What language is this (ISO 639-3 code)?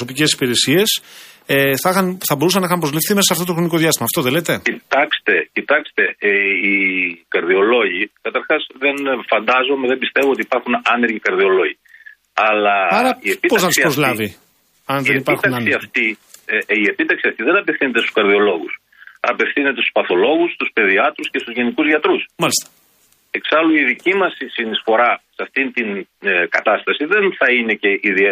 ell